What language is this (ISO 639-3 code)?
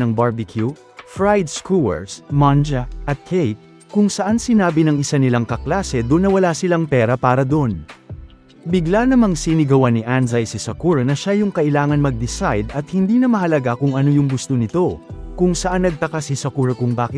fil